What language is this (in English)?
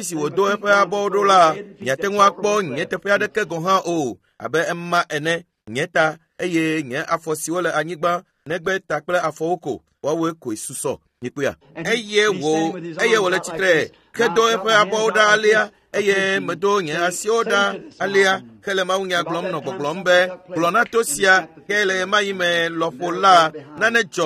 Ewe